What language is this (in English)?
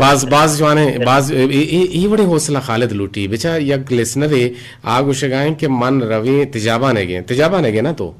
Eastern Balochi